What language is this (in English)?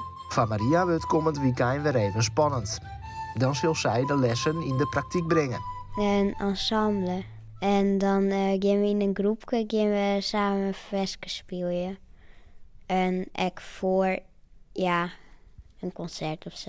Western Frisian